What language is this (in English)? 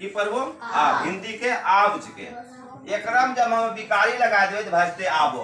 Angika